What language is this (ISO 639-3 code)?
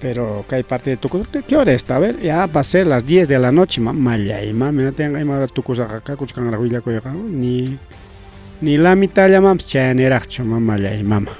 quy